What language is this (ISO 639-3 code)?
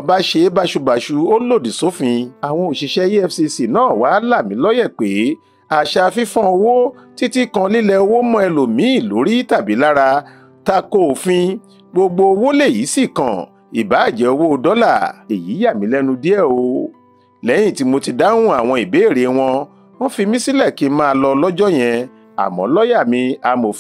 yor